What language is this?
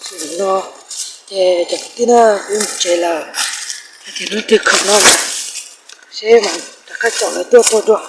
Hmong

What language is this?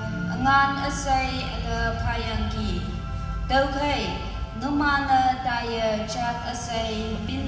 Konyak Naga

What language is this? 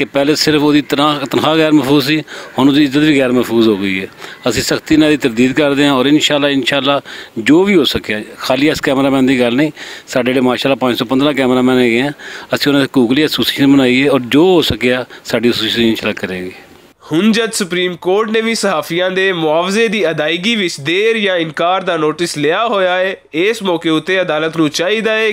Western Panjabi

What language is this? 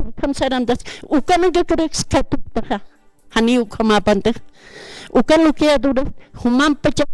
Aymara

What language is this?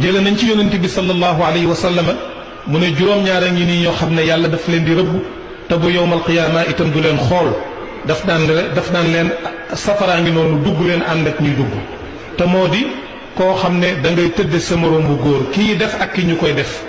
Wolof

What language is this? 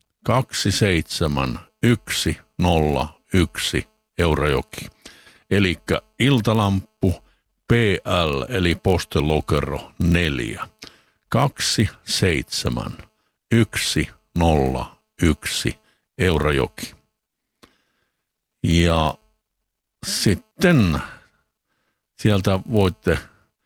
Finnish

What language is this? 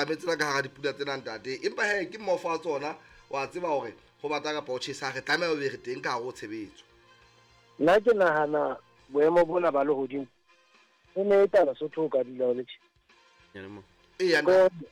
Southern Sotho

